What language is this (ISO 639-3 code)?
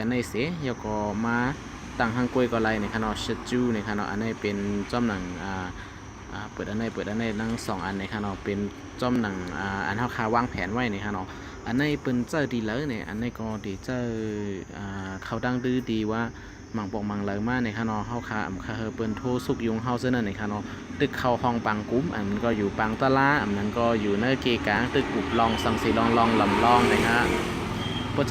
shn